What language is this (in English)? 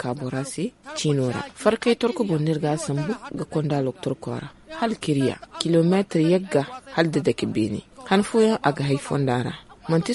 Zarma